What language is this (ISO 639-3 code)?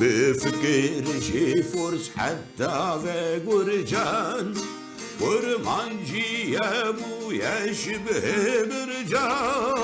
kur